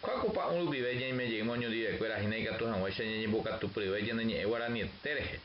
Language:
Guarani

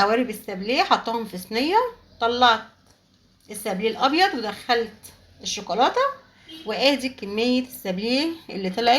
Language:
Egyptian Arabic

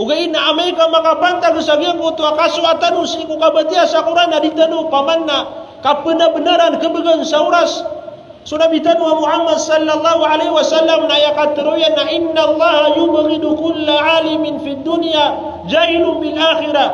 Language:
Maranao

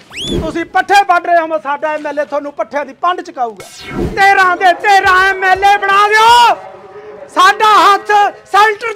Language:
Punjabi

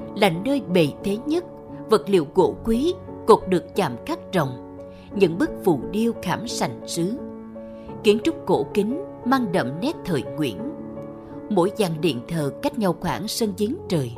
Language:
Vietnamese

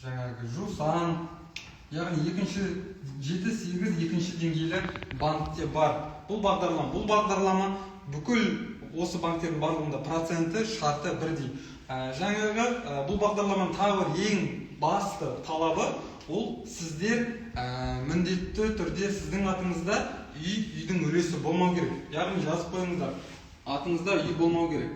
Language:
Kazakh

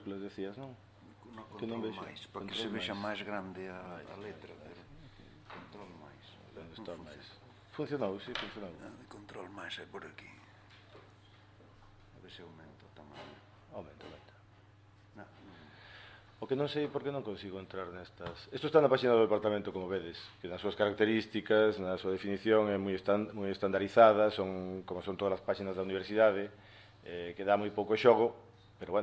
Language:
Galician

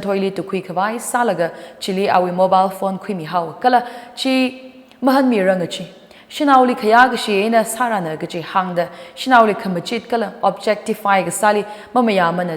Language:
Tangkhul Naga (India)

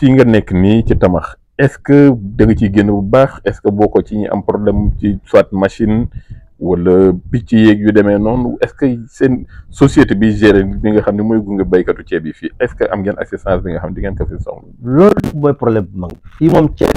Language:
Wolof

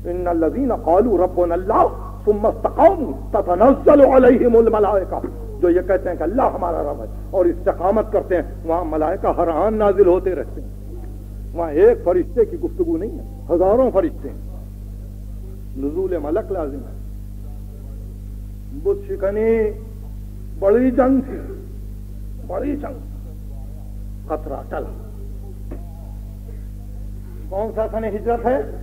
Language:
Urdu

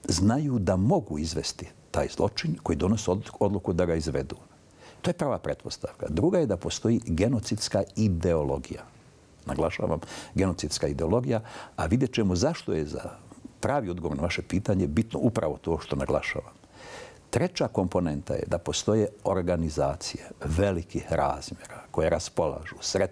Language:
Bosnian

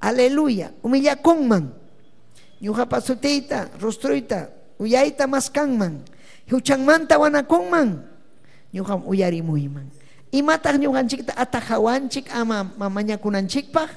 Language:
Ayacucho Quechua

